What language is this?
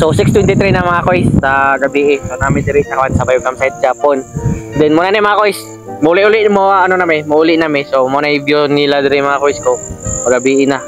Cebuano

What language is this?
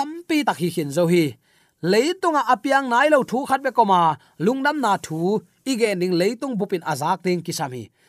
Tedim Chin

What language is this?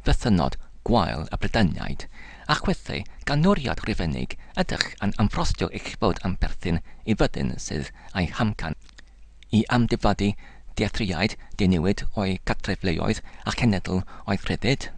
Welsh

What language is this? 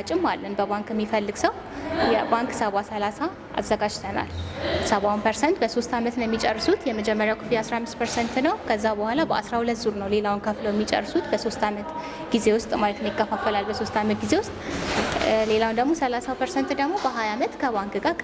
Amharic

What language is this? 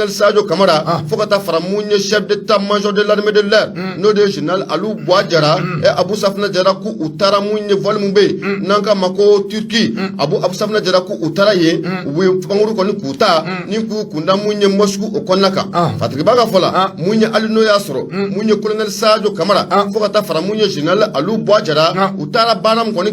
Bambara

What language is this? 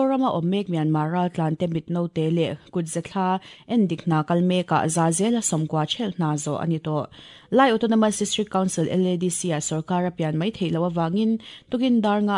Mizo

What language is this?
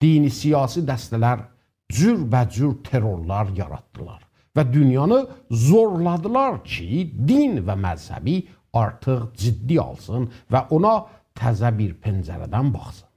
South Azerbaijani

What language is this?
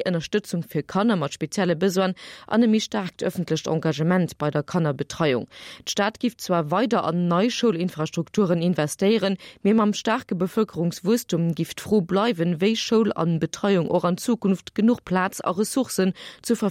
Luxembourgish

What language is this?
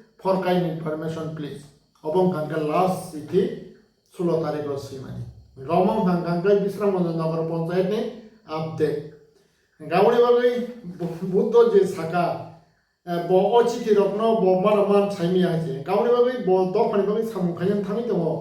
Kok Borok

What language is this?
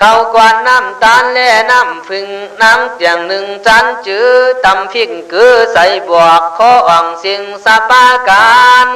Khün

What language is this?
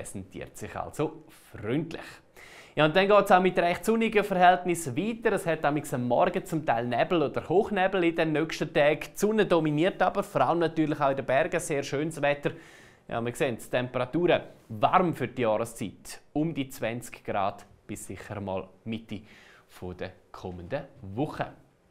Swiss German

